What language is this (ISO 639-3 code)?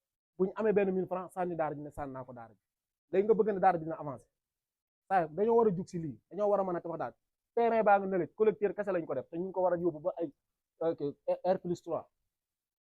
wol